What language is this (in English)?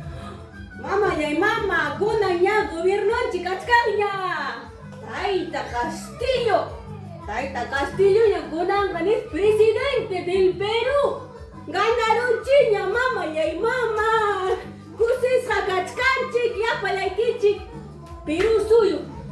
Ayacucho Quechua